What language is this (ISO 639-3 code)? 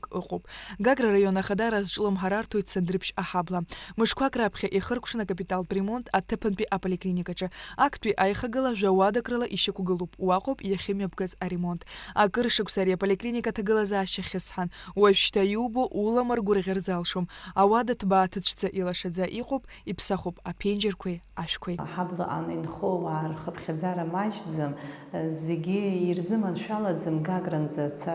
abk